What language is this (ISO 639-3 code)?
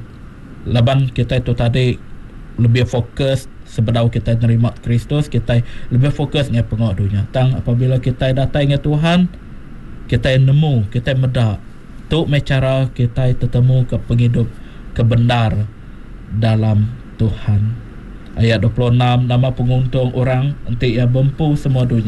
iba